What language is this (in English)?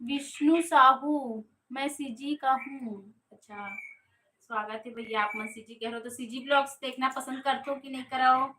Chhattisgarhi